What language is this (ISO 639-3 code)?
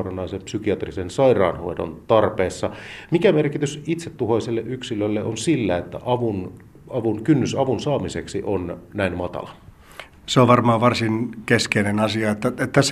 fin